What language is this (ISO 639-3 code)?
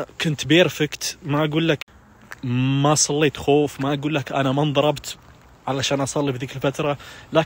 ars